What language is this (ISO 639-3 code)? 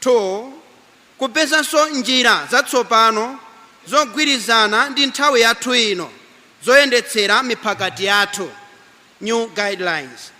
nya